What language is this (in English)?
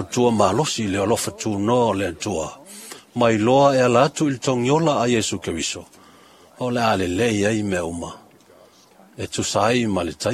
Samoan